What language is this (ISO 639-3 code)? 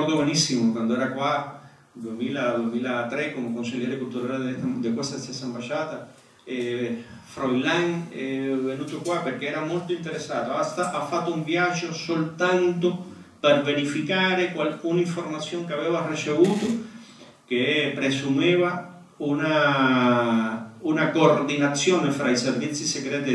ita